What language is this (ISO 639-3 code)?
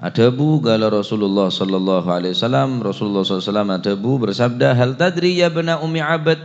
mad